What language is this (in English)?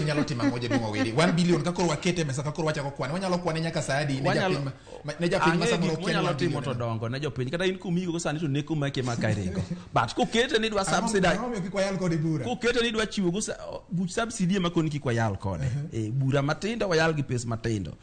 Luo (Kenya and Tanzania)